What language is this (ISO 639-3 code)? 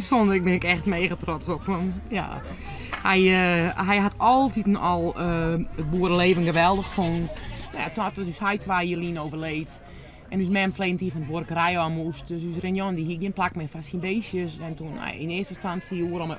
fry